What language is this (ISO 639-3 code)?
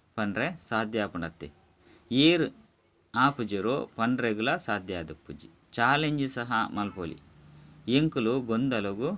tcy